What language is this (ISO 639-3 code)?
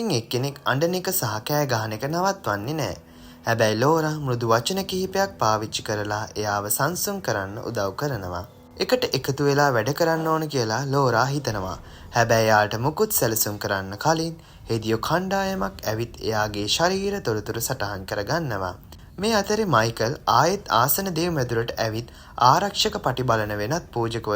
sin